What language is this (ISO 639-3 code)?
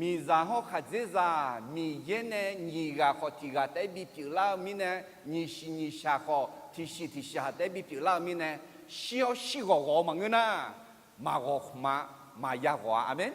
ahk